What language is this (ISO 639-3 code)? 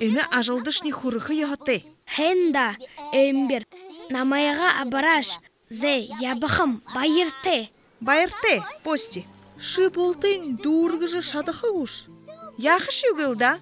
bua